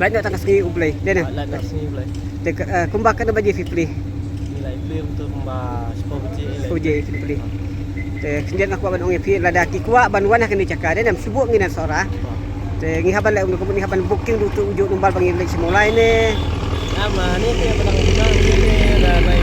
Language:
Khasi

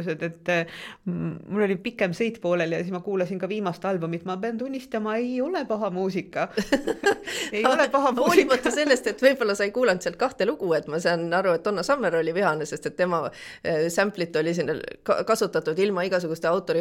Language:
Estonian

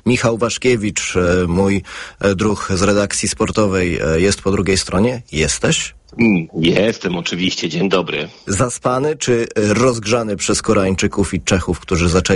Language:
Polish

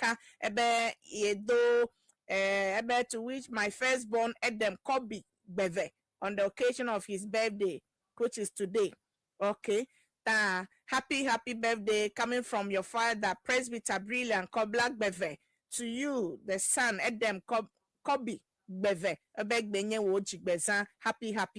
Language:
Ewe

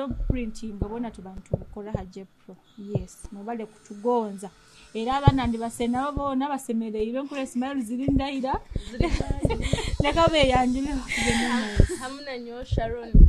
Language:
Nyoro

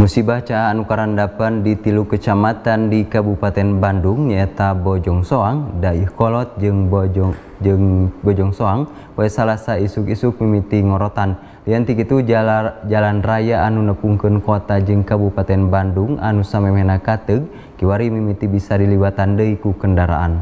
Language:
Sundanese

